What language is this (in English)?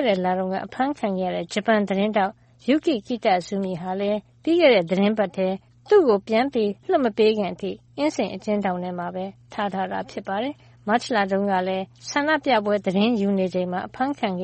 Burmese